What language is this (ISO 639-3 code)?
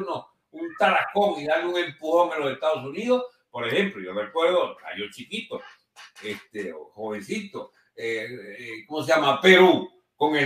spa